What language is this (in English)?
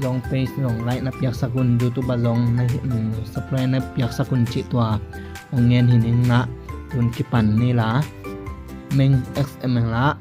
Tedim Chin